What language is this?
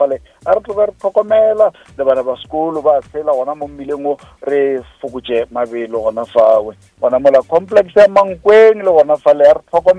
Northern Sotho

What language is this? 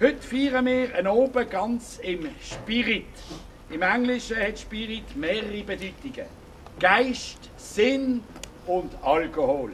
Swiss German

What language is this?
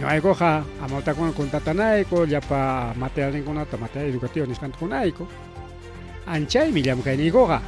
Ayacucho Quechua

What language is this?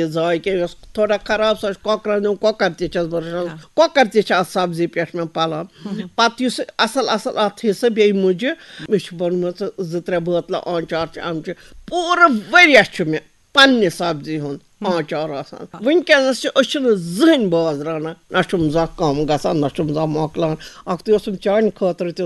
Kashmiri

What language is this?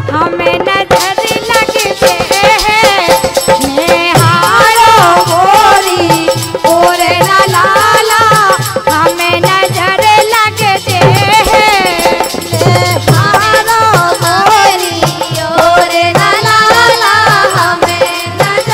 Bhojpuri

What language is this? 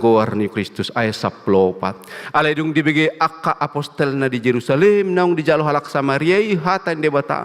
Batak Toba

